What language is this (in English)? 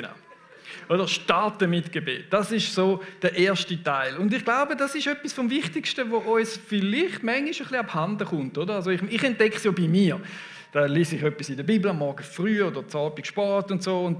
Swiss German